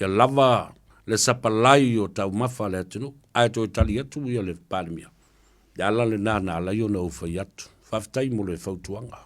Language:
Samoan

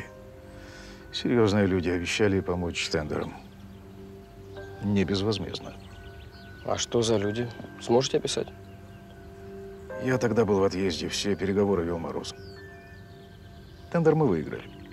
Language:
Russian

